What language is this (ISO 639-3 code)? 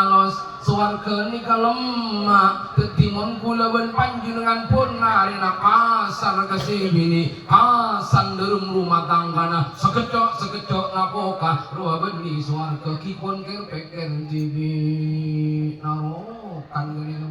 mad